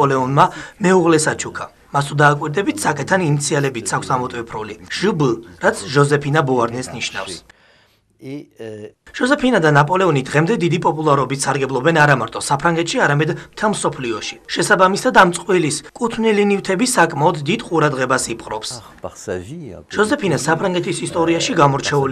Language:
Georgian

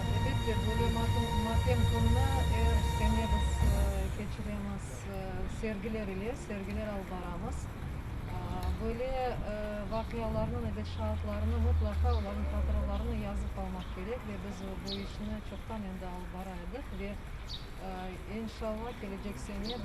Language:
Crimean Tatar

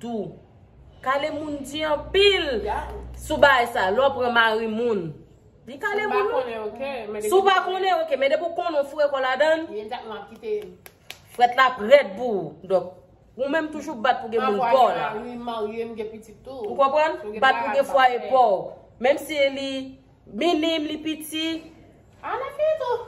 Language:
Haitian Creole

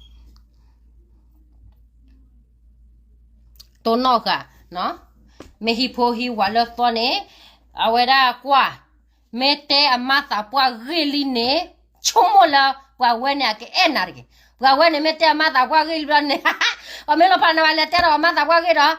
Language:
S'gaw Karen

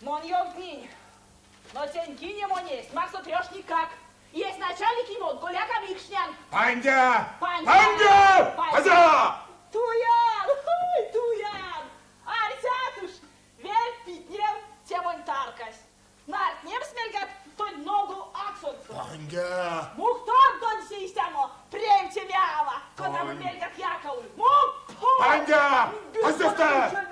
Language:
Erzya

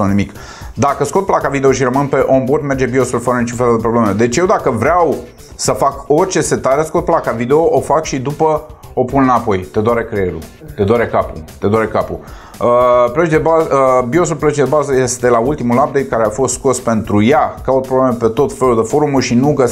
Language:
Romanian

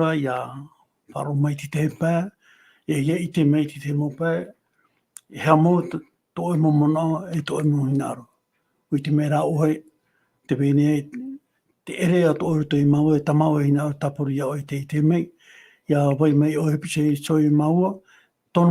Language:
Tahitian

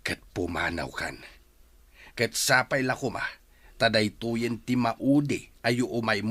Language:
Iloko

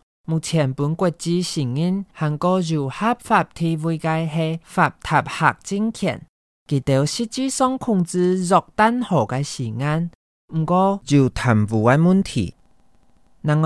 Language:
Hakka Chinese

